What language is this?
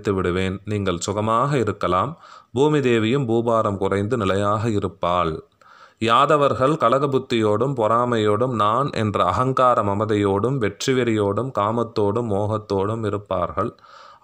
Tamil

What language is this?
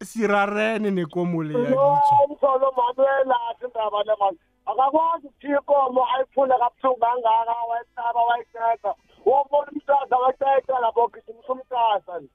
South Ndebele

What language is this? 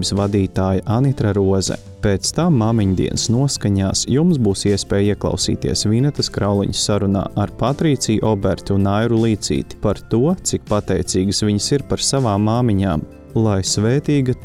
Latvian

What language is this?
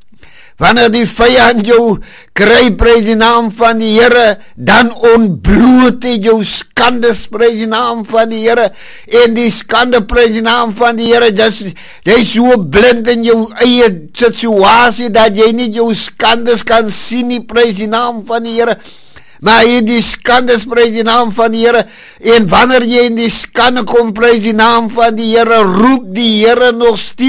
Afrikaans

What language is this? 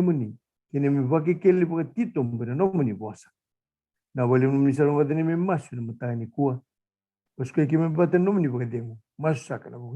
Fijian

